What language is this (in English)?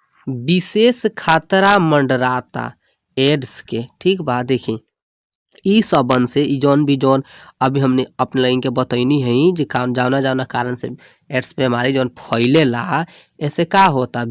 Bhojpuri